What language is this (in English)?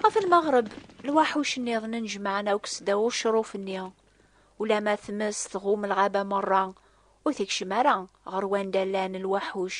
Kabyle